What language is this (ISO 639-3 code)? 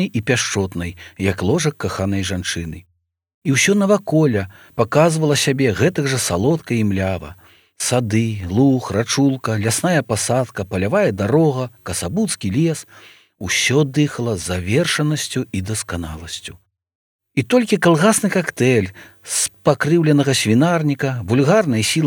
bel